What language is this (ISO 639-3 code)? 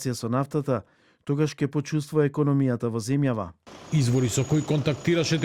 mkd